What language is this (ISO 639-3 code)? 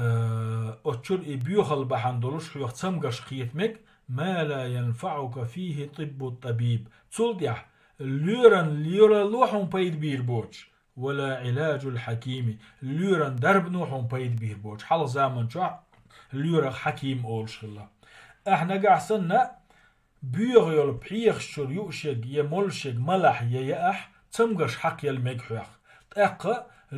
che